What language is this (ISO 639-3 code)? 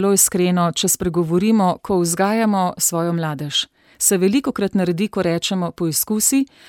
slv